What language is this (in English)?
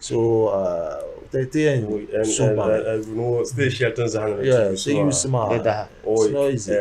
Dagbani